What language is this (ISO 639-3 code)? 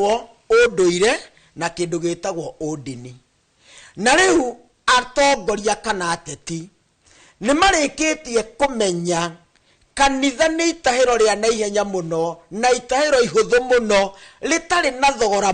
kik